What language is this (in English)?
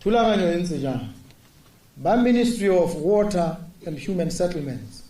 Tswana